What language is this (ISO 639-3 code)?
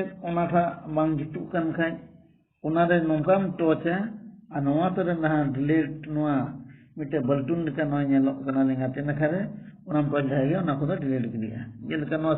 sat